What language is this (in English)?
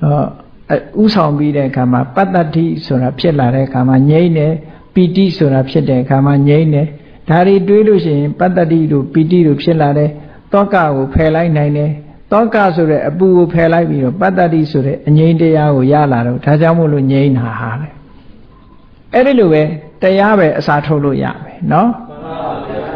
Burmese